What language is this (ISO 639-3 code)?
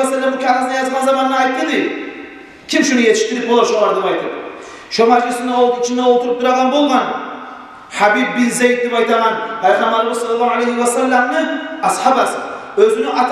kum